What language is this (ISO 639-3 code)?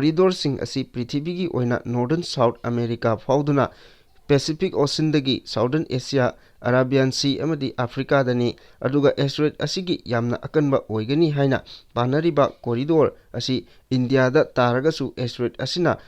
mni